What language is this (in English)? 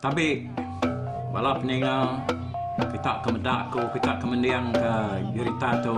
Iban